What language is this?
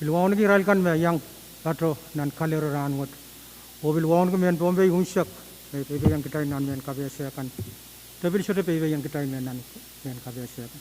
Pohnpeian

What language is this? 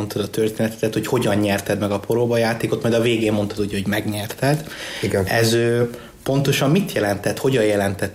Hungarian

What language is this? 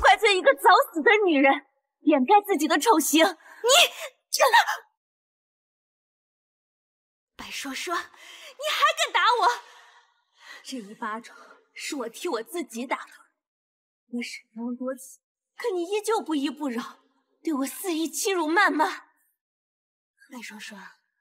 Chinese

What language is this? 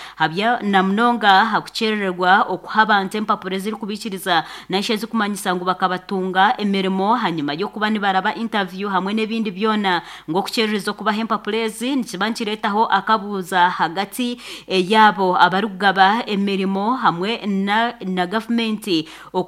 Nyankole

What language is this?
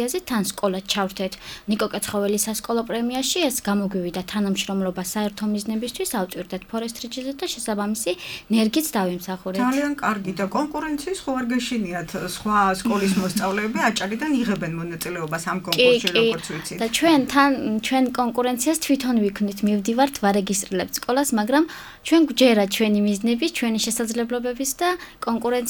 Georgian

